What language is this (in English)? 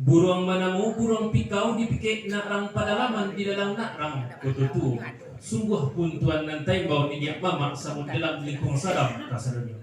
Minangkabau